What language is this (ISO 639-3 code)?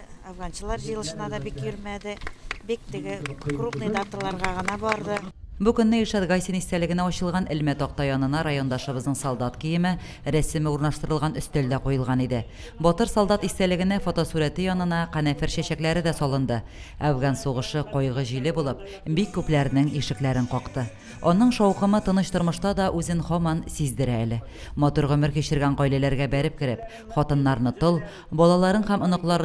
tat